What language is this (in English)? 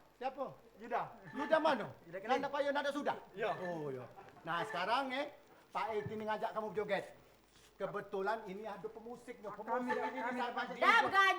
Musi